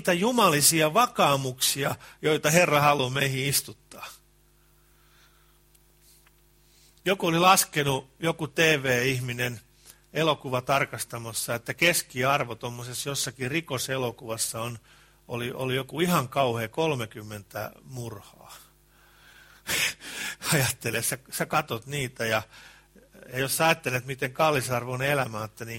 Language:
Finnish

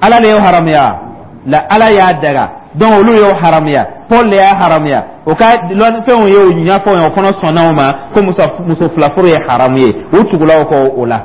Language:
Dyula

